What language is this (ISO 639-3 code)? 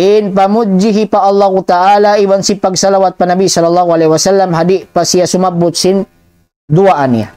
tsg